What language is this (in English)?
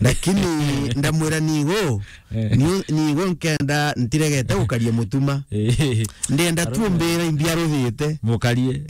Meru